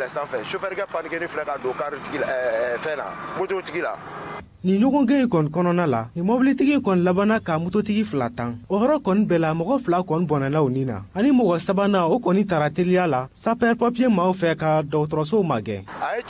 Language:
Bambara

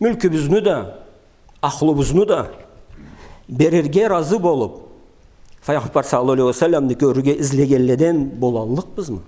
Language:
Karachay-Balkar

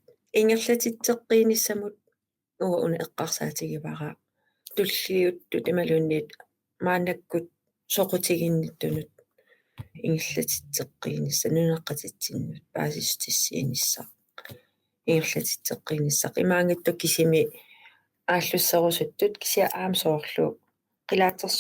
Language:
Kalaallisut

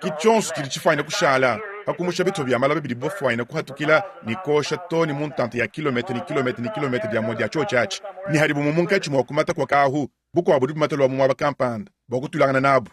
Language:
Luba-Lulua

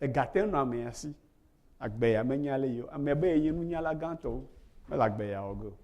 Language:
Ewe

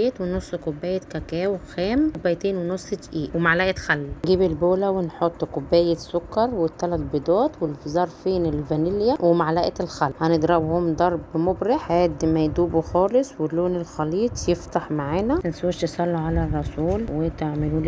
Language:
Egyptian Arabic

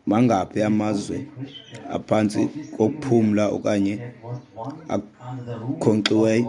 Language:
Xhosa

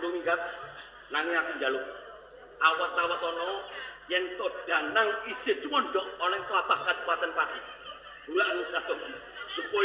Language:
Javanese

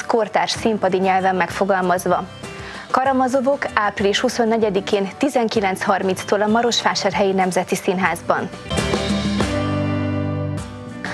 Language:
Hungarian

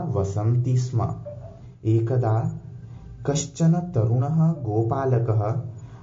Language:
Sanskrit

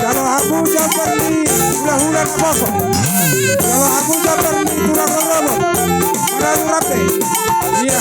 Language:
Batak Toba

